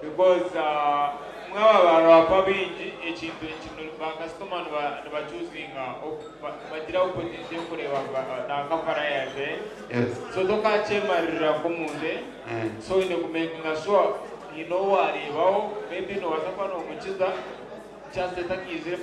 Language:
Nyankole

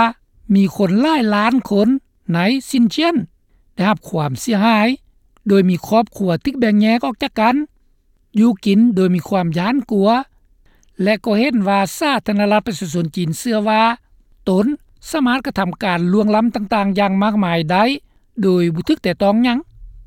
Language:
Lao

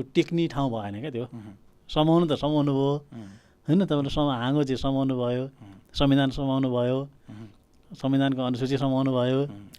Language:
Nepali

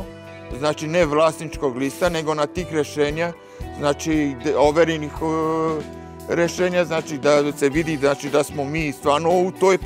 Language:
Serbian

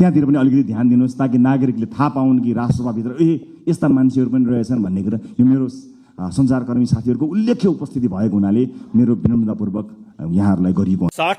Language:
Nepali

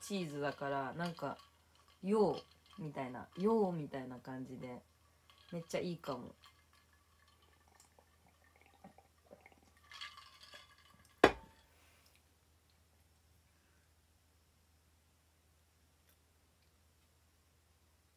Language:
Japanese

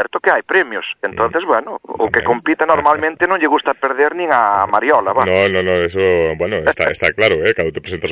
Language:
Galician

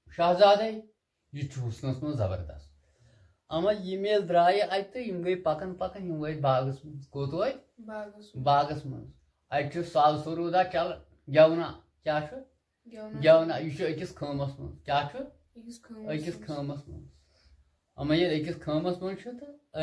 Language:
Kashmiri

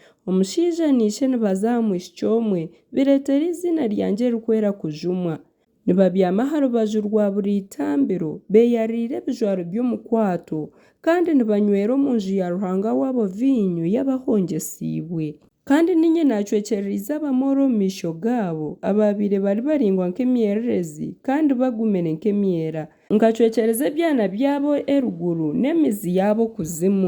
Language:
Nyankole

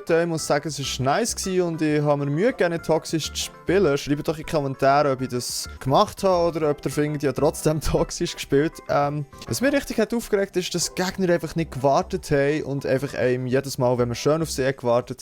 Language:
Swiss German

